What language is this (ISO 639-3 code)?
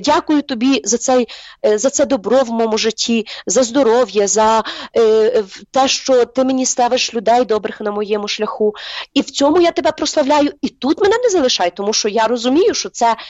ukr